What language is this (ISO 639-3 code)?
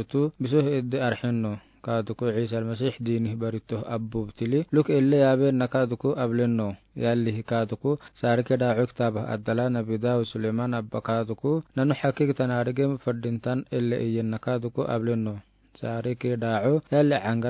aar